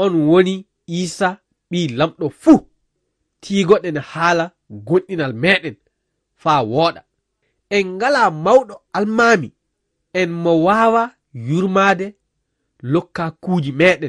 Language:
Fula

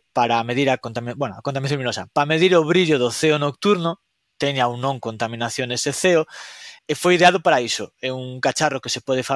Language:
Galician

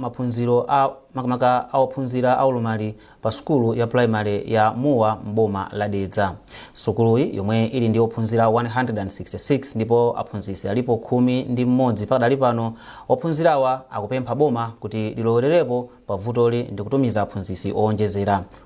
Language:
Nyanja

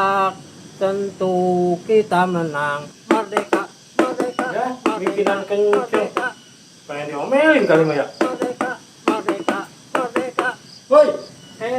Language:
Betawi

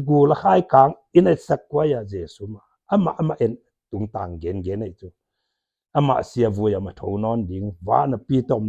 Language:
Paite Chin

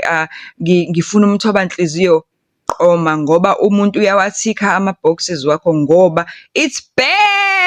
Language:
Zulu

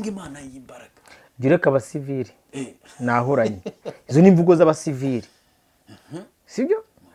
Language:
Kinyarwanda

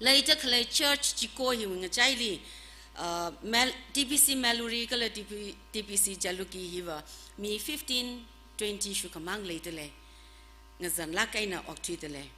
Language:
Tangkhul Naga (India)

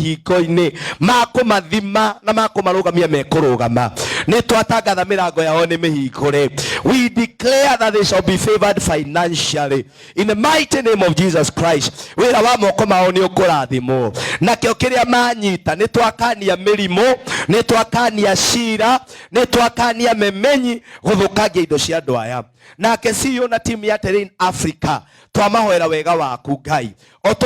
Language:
Kikuyu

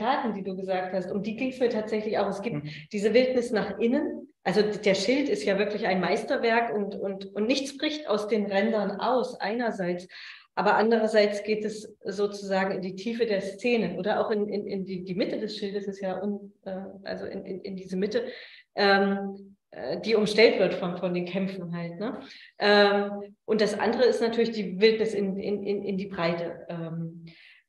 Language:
German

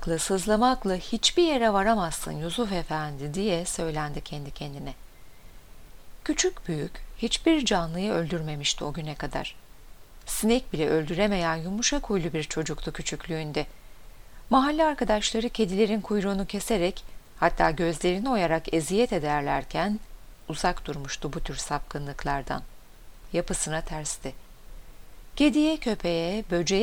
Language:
Turkish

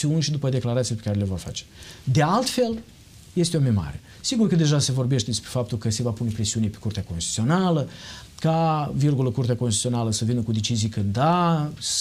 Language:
Romanian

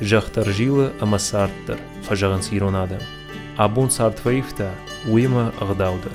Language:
Ossetic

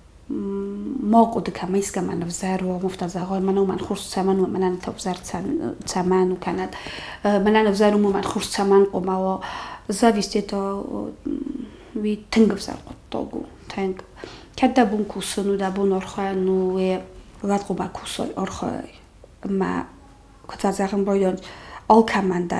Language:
Ossetic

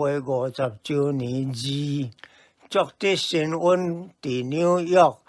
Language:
Min Nan Chinese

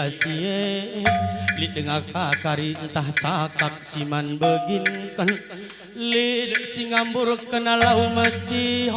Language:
Batak Karo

